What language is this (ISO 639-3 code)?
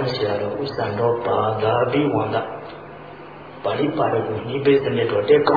mya